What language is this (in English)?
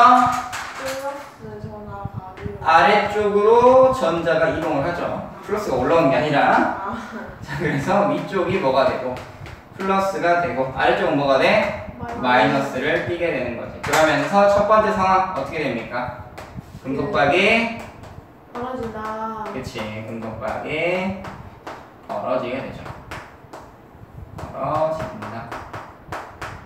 Korean